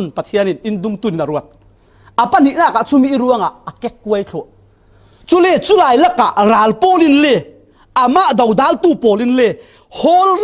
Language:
Falam Chin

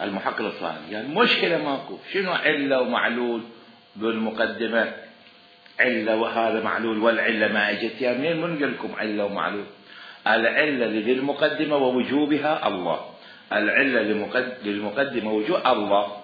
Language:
Mesopotamian Arabic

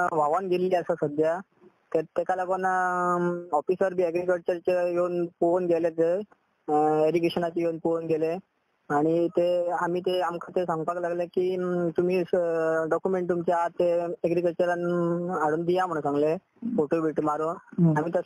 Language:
Konkani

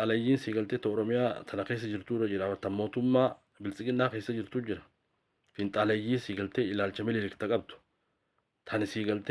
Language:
Oromo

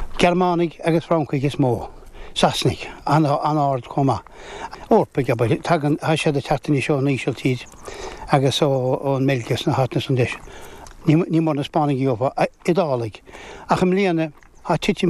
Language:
Irish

